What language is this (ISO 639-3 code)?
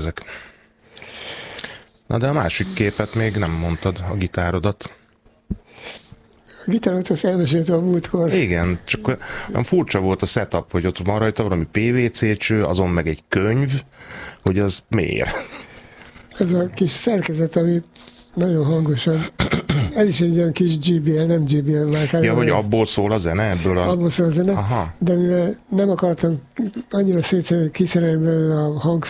hun